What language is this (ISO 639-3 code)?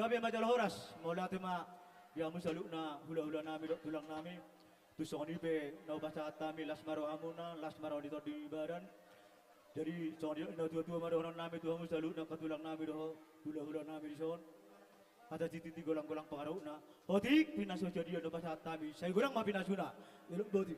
bbc